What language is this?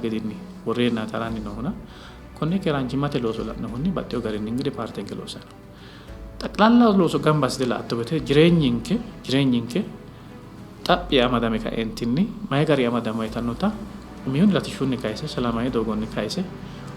Sidamo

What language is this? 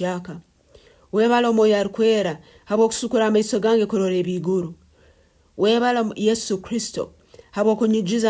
Nyankole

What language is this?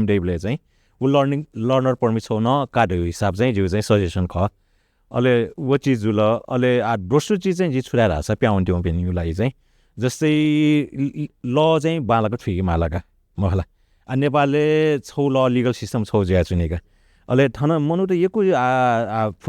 Newari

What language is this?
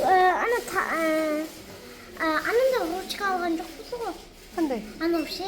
Kazakh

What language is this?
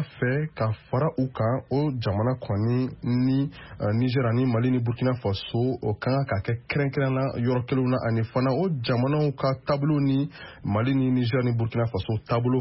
Bambara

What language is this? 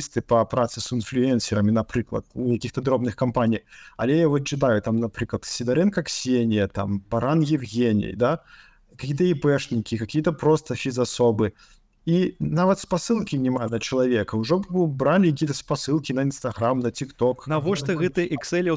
Belarusian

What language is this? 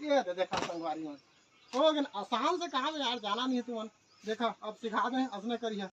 Chhattisgarhi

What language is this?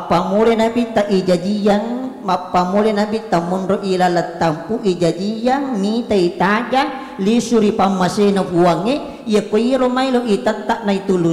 Buginese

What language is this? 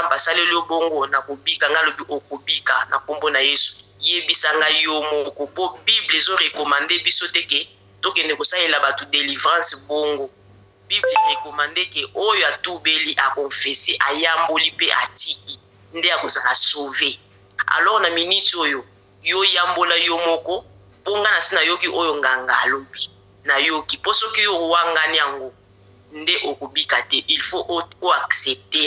Lingala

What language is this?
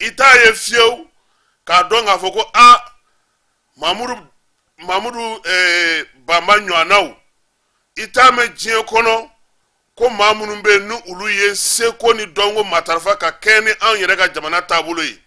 Bambara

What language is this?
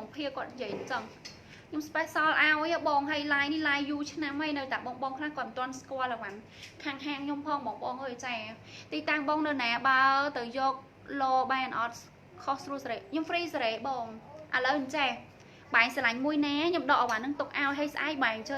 Khmer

